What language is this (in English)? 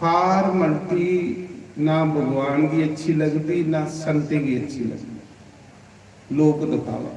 Dogri